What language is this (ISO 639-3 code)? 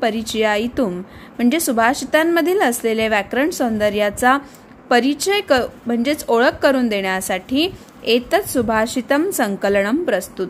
mar